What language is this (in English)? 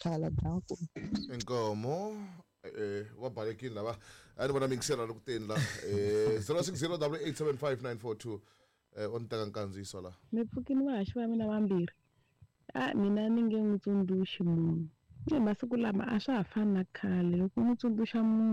Tsonga